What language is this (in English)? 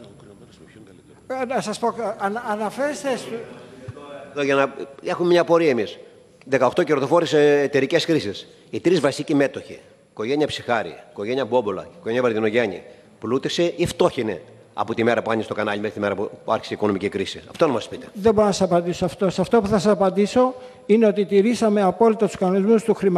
Greek